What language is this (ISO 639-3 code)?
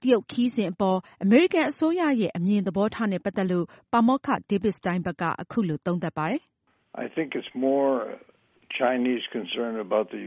mya